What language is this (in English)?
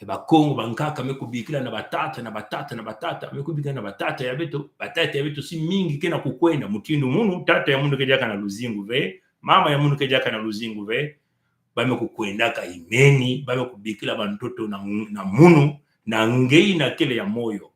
Kituba (Congo)